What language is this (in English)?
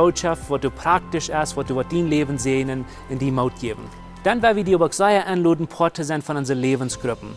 Plautdietsch